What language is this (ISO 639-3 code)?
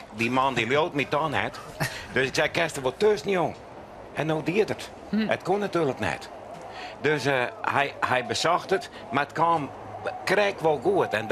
fry